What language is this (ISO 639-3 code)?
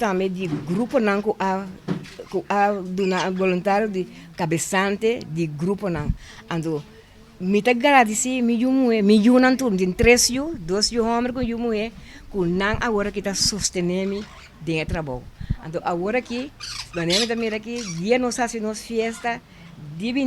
pap